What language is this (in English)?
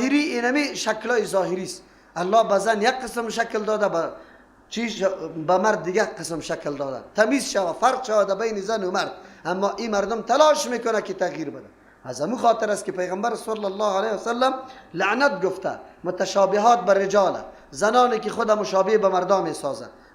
Persian